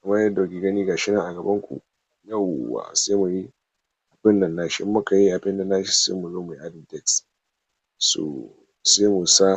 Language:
Hausa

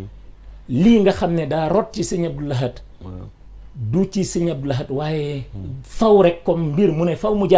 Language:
Wolof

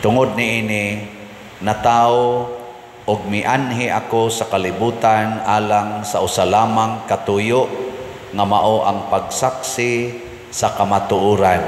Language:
Cebuano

